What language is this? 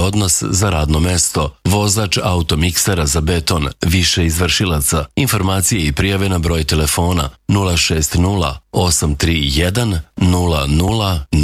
Serbian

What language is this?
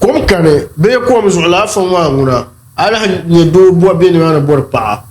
Dagbani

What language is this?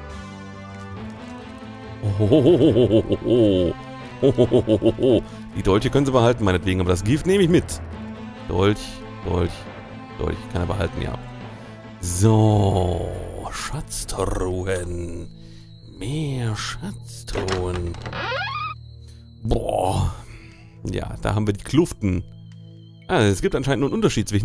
German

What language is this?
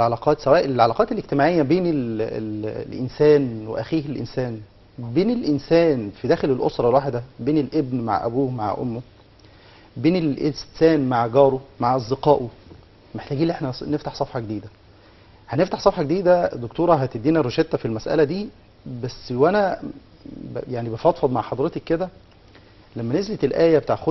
Egyptian Arabic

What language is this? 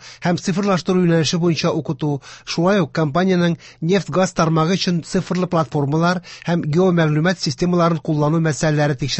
Tatar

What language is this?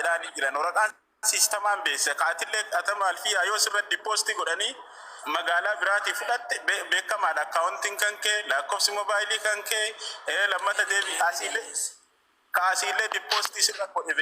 Oromo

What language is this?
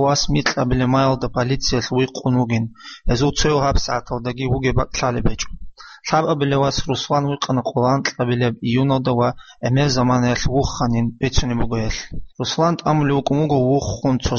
Avaric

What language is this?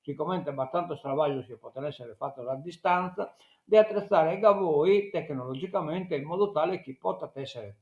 Sardinian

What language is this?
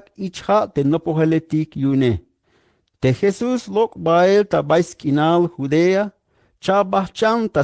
Tzeltal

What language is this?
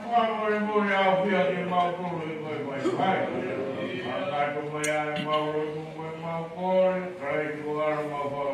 Tongan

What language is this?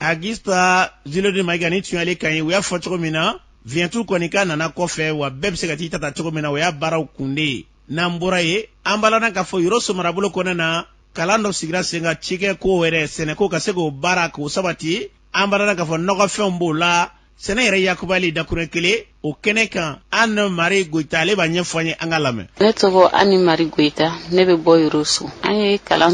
Bambara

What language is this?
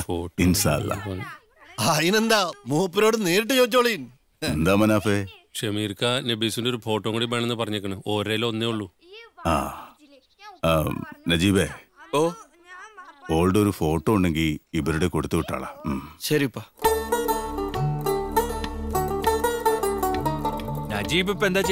Malayalam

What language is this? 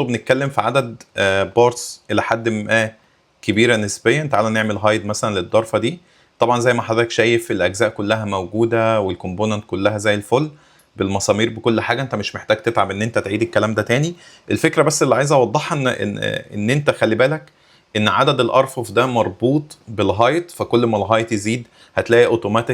Egyptian Arabic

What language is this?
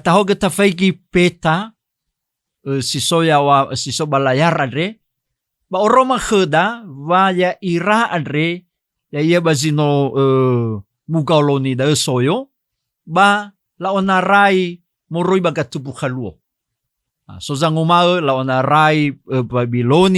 Nias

